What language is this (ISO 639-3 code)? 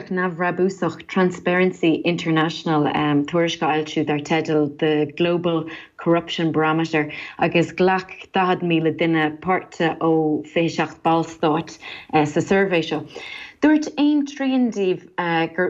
gle